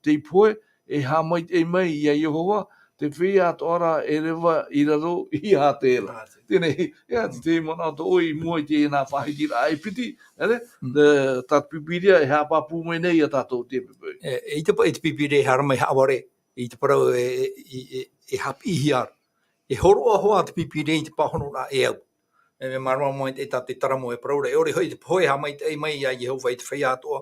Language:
Tahitian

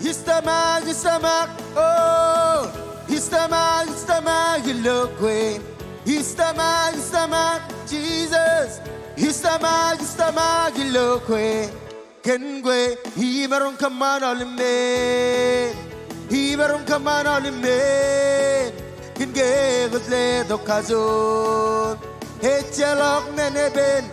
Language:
Marshallese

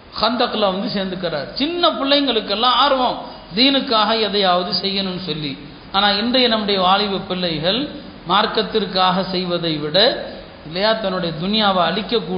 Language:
Tamil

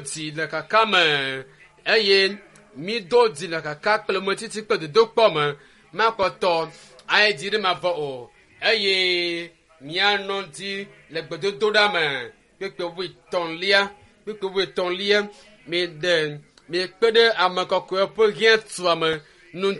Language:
Ewe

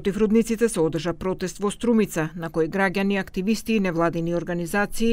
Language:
Macedonian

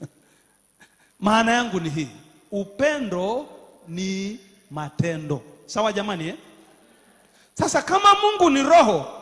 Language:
Swahili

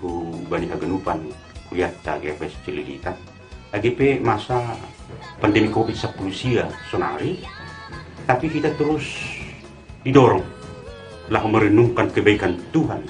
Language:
Batak Simalungun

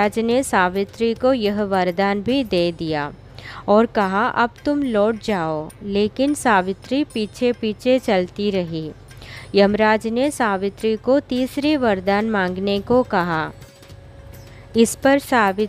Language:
Hindi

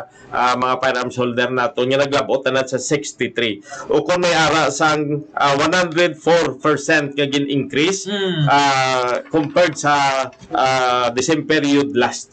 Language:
Hiligaynon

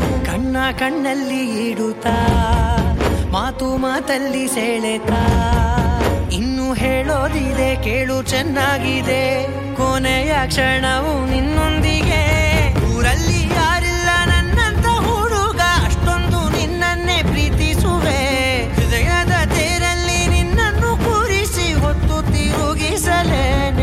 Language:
Kannada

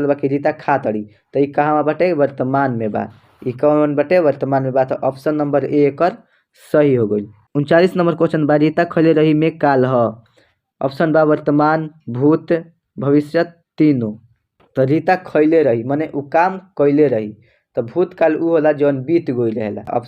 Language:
Bhojpuri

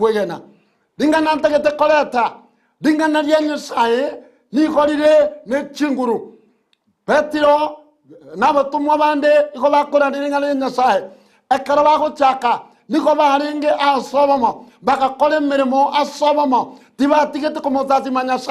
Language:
Gusii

